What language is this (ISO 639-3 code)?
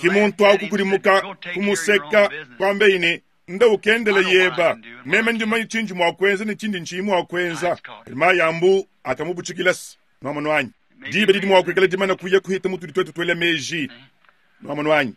lua